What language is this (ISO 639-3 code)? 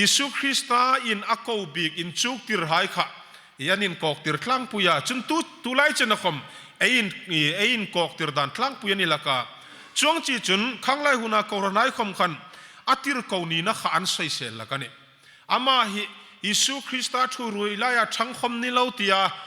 hmr